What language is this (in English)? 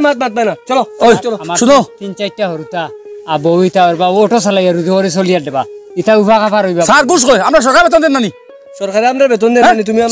Sylheti